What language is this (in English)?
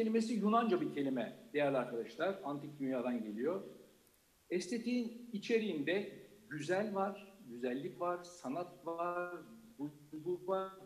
Turkish